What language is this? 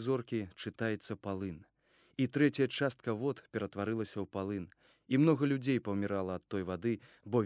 Belarusian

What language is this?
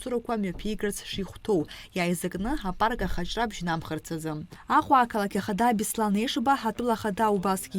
Abkhazian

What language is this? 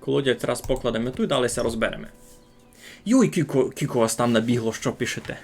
Rusyn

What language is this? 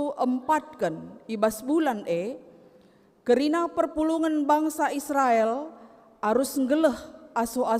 Batak Karo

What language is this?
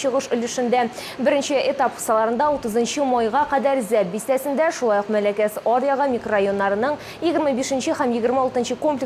Tatar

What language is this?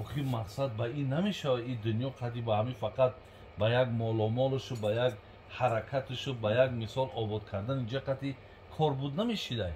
Tajik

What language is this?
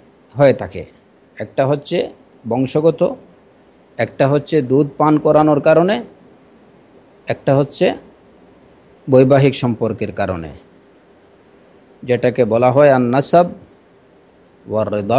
Bangla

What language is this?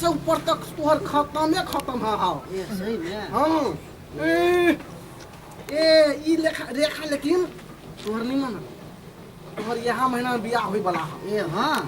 Maithili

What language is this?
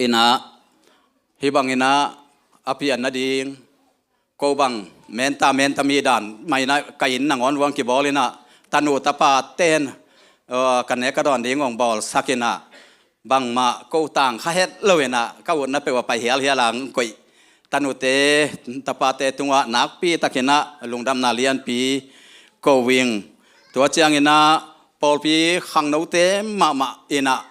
Tedim Chin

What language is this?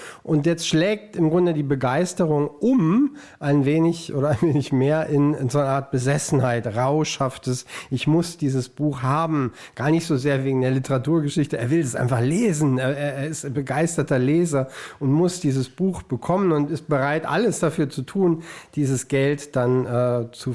Swiss German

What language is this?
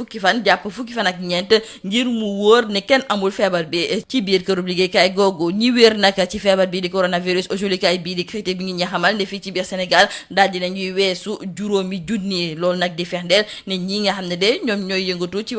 Wolof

